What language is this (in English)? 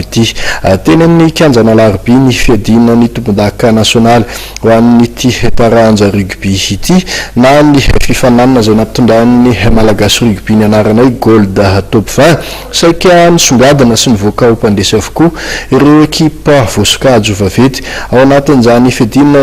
Malagasy